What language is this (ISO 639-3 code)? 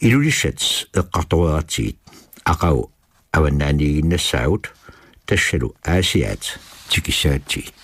kal